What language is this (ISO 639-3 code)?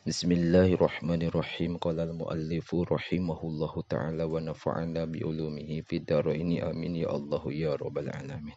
sun